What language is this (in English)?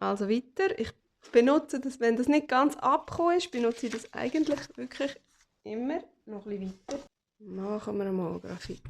Swiss German